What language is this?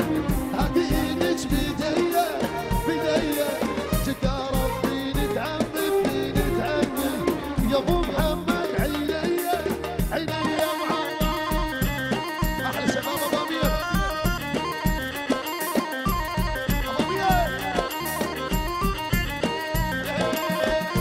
South Levantine Arabic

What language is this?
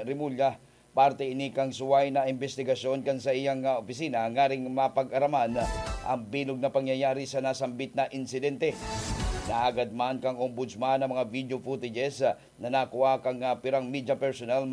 Bikol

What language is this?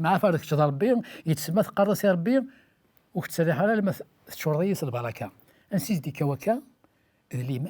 Kabyle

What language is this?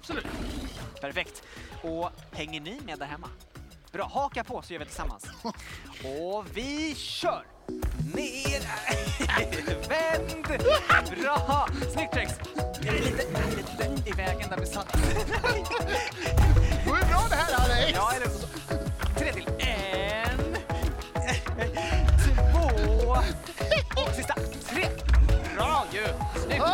Swedish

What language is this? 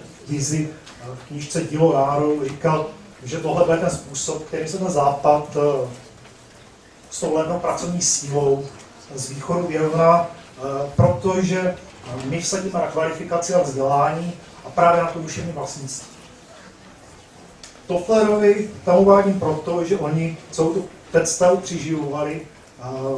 Czech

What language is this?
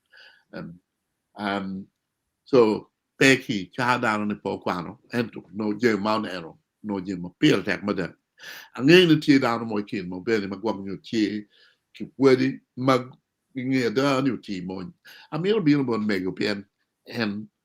Acoli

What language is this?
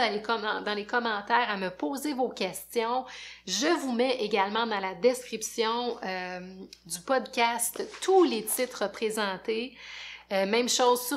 French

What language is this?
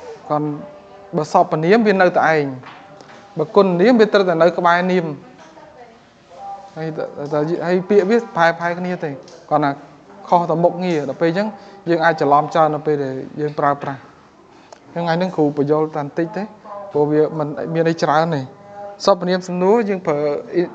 Khmer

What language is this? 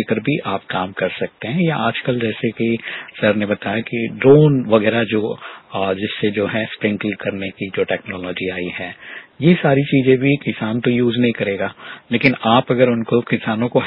Hindi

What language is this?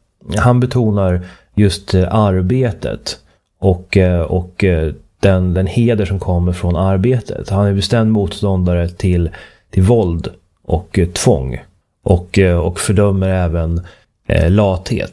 Swedish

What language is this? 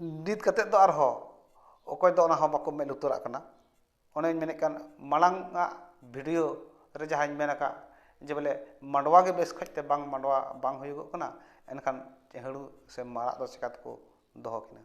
Santali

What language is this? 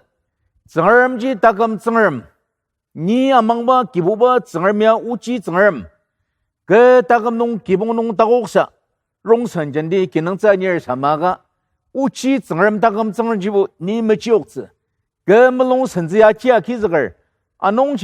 Ao Naga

